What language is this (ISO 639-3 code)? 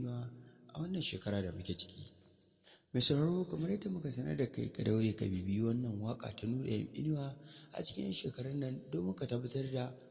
hau